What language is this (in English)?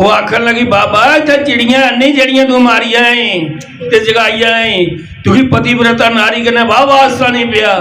Dogri